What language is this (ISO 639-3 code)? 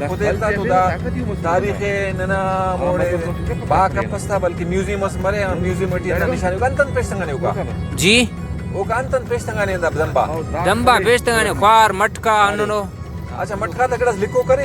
brh